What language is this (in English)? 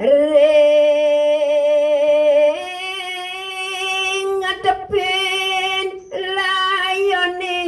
Balinese